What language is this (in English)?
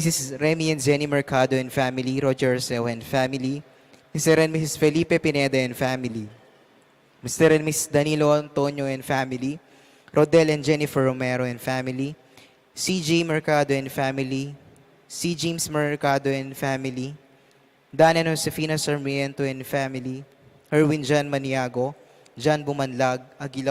Pampanga